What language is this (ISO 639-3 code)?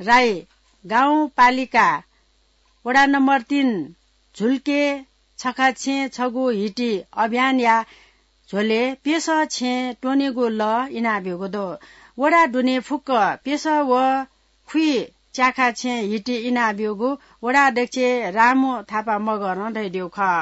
new